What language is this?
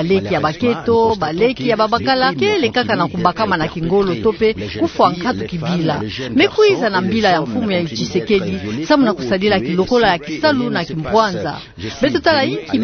Kituba (Democratic Republic of Congo)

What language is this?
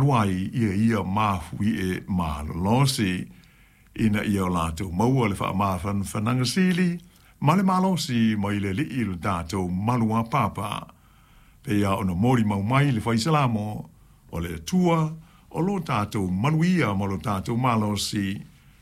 Samoan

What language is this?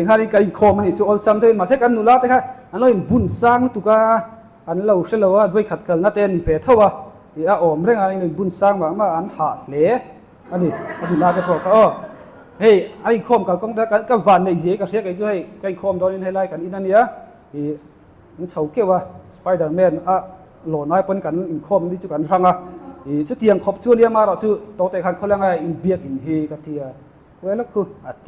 Mizo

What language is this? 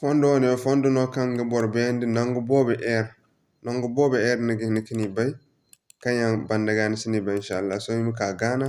Zarma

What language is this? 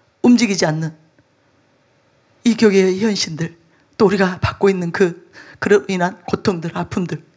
Korean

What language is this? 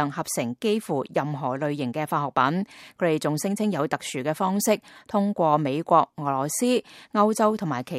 Cantonese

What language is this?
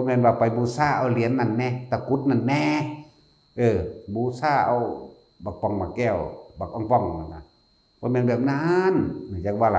Northeastern Thai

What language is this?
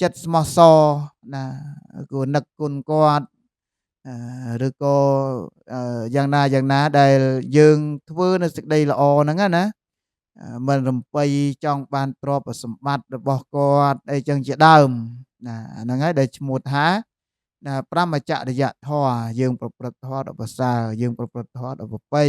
Khmer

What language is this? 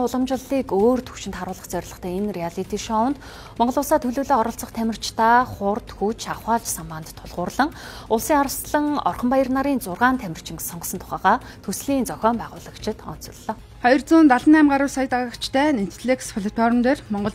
Mongolian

